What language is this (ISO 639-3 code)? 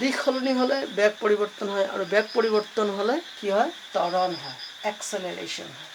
asm